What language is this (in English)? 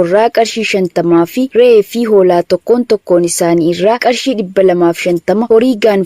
Oromo